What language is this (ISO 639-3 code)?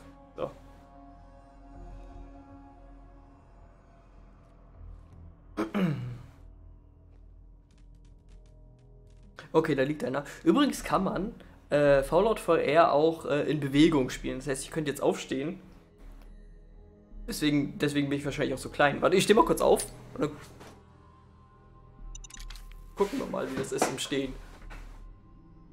deu